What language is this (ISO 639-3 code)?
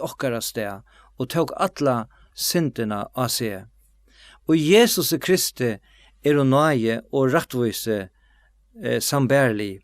fao